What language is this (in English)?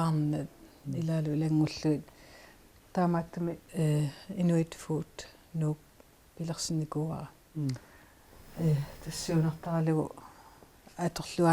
Kalaallisut